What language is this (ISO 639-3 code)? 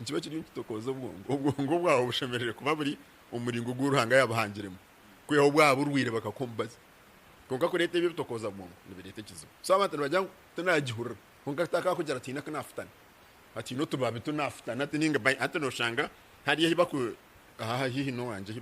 nyn